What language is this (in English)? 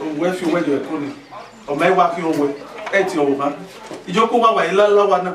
Bini